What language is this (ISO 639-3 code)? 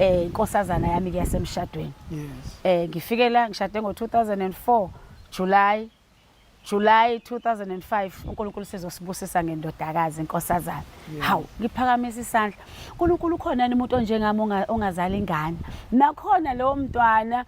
zul